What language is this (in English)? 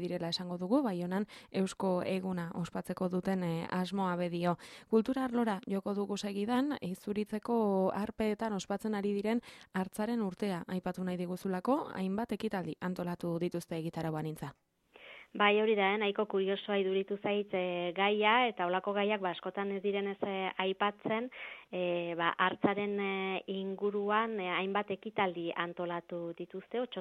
Basque